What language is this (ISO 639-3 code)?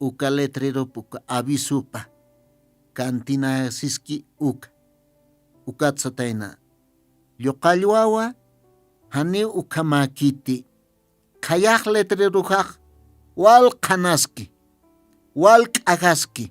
aym